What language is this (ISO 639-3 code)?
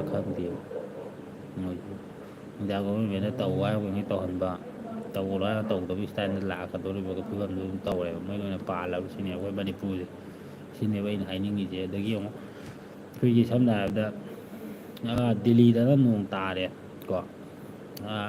mni